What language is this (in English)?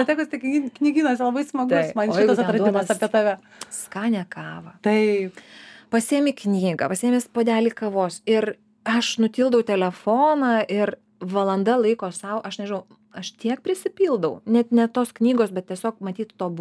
Lithuanian